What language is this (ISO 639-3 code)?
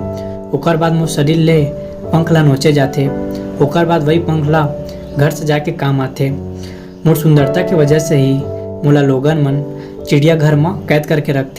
hne